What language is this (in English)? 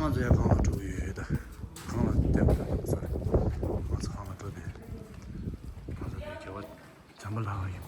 Tibetan